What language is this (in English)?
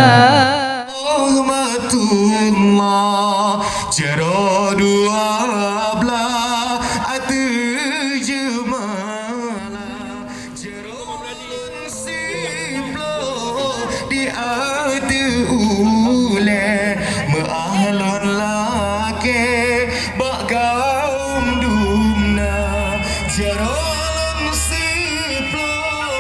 Achinese